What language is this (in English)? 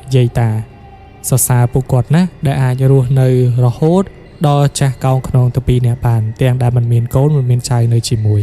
Khmer